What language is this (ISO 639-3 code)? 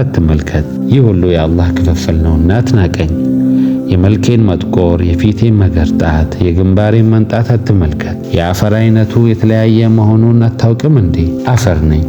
amh